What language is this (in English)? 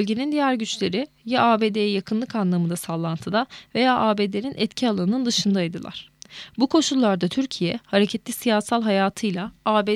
Turkish